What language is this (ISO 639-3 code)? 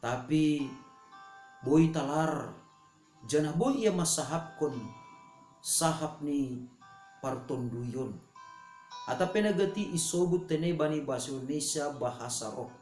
bts